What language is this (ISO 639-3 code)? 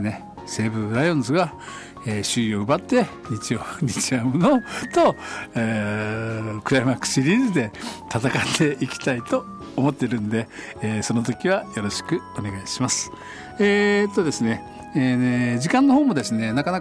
jpn